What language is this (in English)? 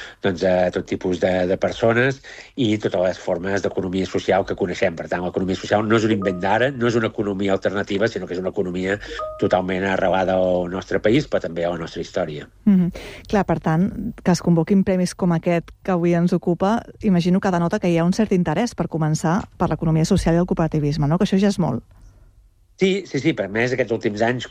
Catalan